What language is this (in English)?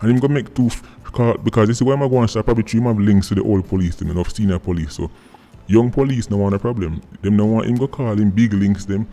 Jamaican Creole English